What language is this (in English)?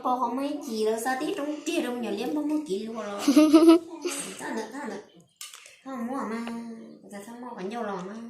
Hmong